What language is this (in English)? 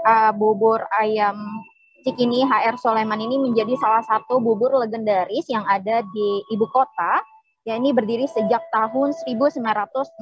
Indonesian